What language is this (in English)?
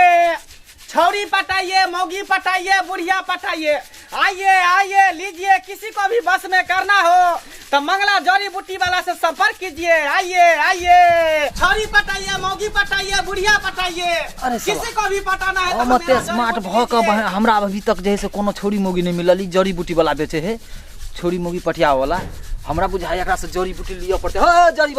Maithili